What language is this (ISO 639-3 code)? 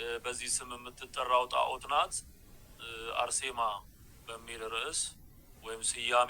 amh